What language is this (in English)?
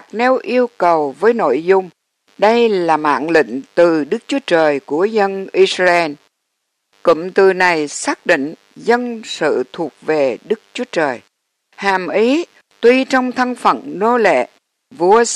Vietnamese